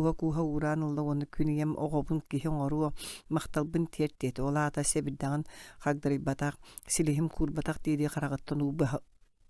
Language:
Yakut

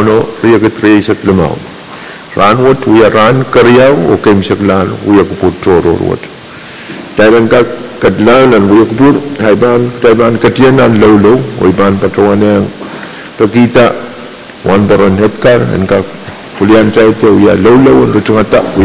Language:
Pohnpeian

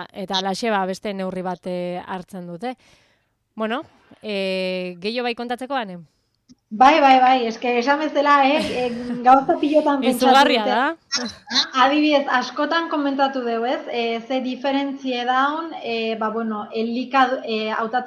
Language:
Basque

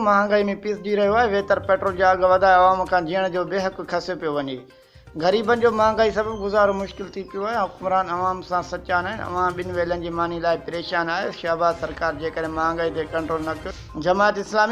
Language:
Sindhi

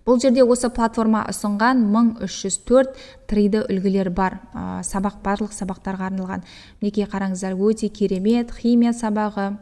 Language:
Kazakh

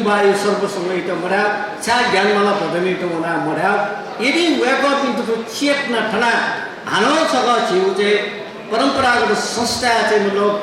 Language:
Newari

